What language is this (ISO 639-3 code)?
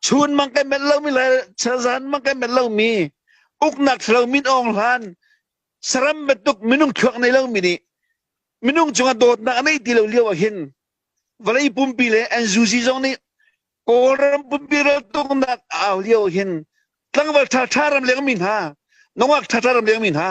cnh